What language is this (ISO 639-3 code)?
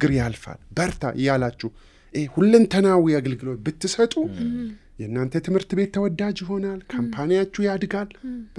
amh